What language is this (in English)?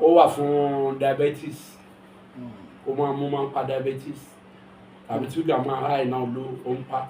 Yoruba